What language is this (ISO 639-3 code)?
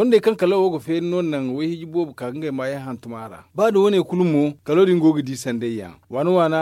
dje